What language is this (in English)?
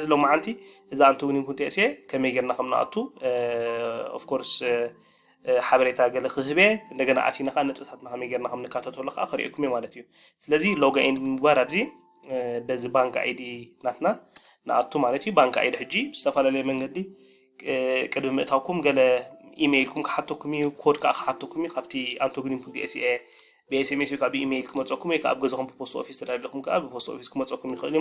Tigrinya